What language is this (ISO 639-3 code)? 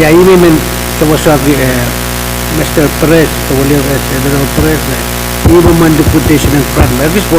pon